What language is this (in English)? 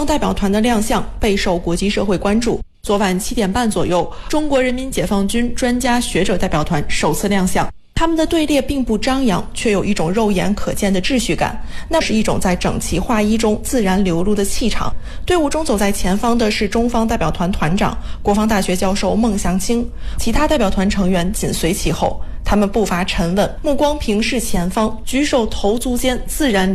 Chinese